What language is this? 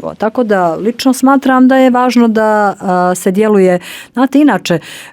Bosnian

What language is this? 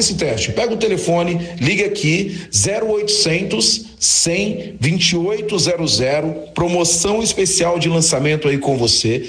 Portuguese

